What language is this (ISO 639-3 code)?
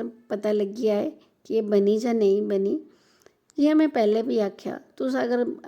doi